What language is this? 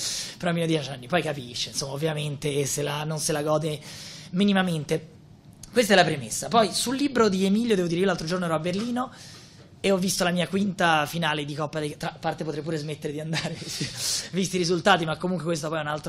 Italian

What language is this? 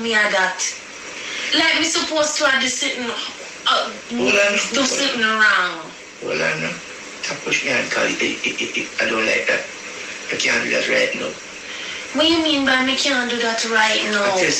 Jamaican Creole English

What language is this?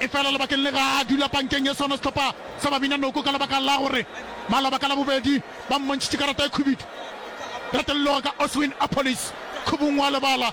Northern Sotho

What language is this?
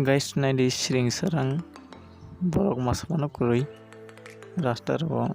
Kok Borok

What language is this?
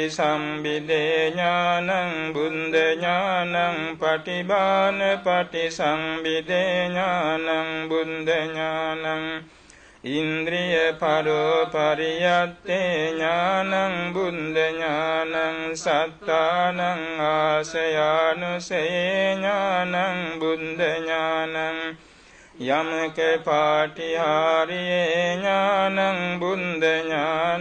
Pali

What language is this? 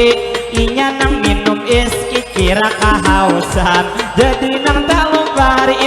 Banjar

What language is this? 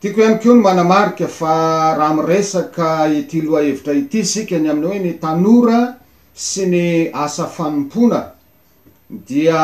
Malagasy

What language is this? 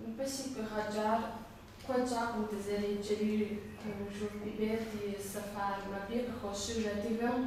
Kabardian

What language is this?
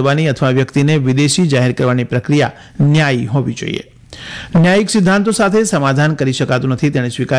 Gujarati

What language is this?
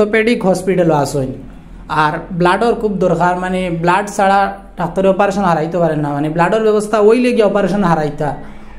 Sylheti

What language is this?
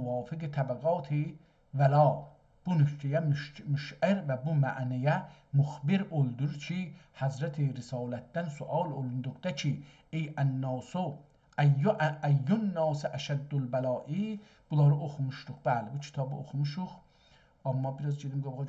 South Azerbaijani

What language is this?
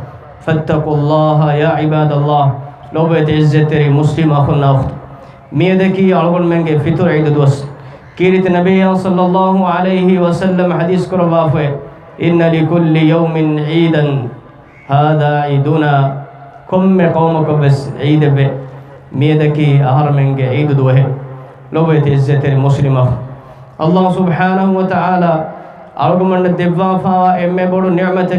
Divehi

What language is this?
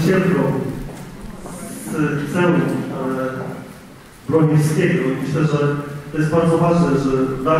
Polish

